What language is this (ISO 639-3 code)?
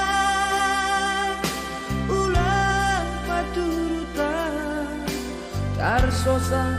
bts